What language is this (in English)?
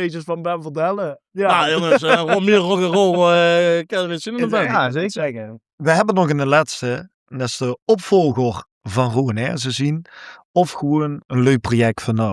Limburgish